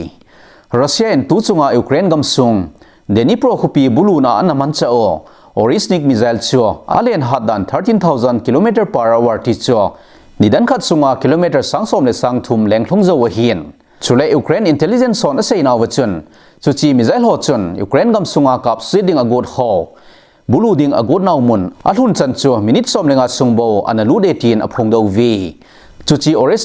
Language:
Thado Chin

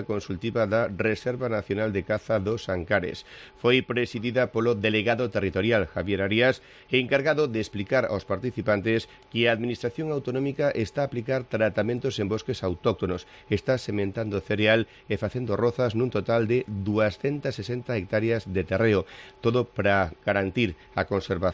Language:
Galician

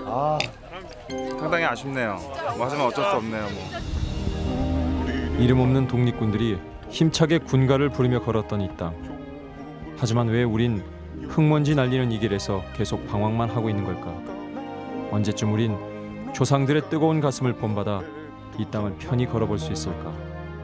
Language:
Korean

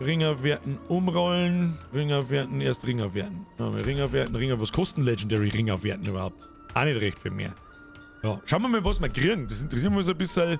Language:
Bavarian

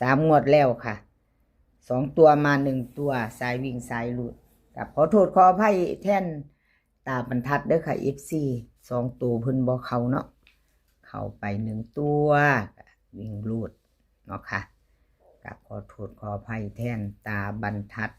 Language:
Northeastern Thai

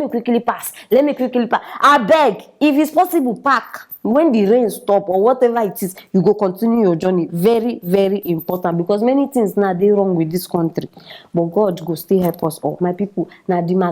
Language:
Nigerian Pidgin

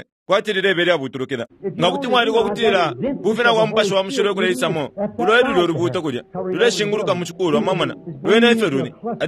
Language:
Bemba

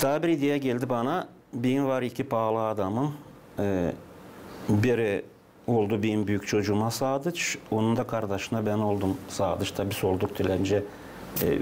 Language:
Gagauz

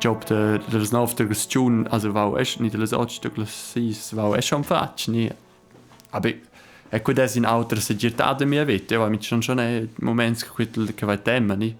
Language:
Romansh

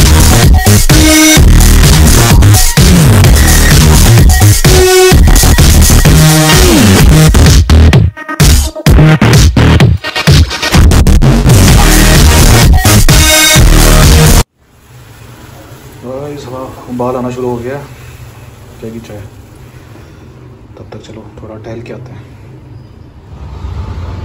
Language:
Hindi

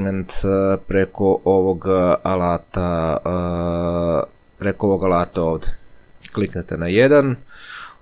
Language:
Serbian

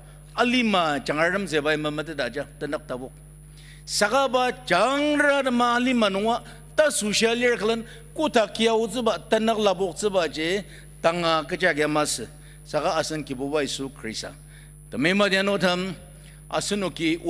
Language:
Ao Naga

